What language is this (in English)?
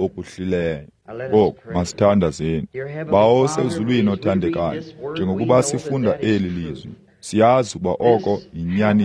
Xhosa